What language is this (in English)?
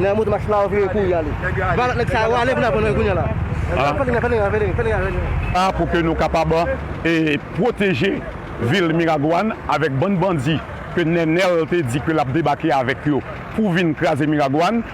Haitian Creole